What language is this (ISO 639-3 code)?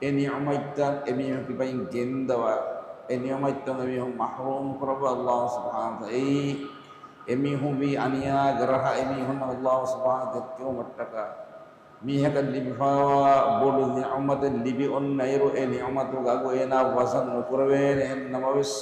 div